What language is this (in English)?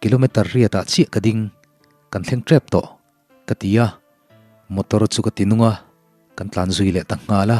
Mizo